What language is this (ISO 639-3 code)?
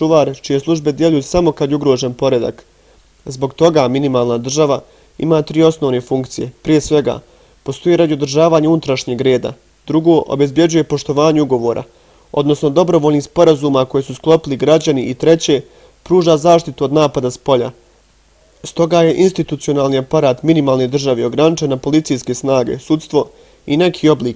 bos